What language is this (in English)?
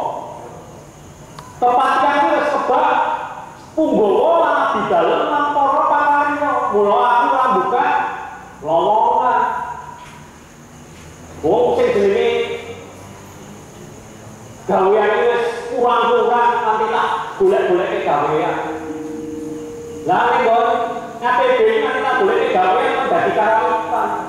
Javanese